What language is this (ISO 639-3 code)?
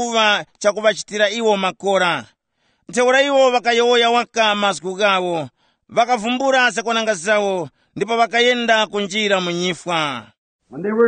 tum